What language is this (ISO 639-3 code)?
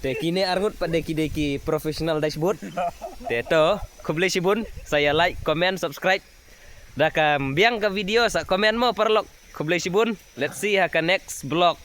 kha